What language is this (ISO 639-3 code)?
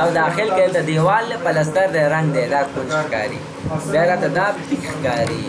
pus